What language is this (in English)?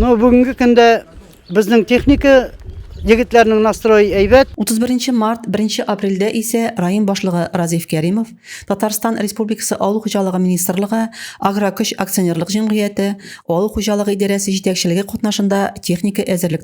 Tatar